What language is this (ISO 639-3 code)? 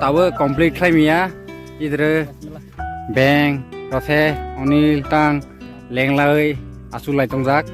trp